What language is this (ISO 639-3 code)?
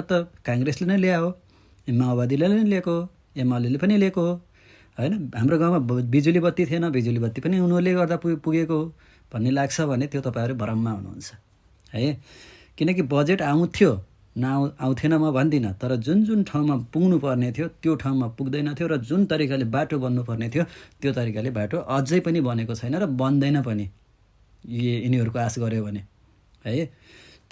nep